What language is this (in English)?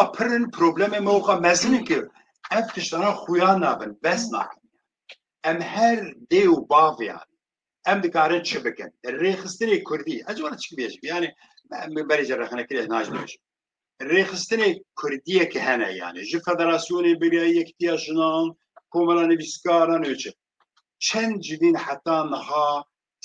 Kurdish